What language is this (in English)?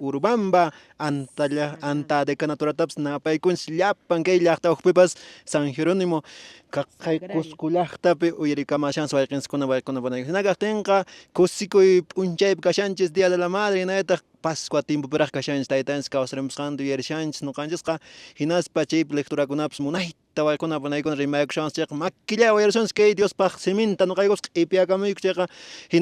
Quechua